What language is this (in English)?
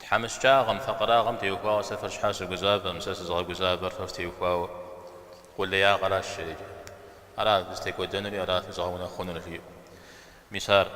Kabardian